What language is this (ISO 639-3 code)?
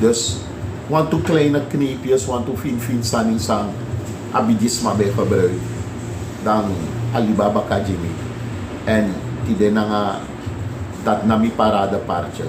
srn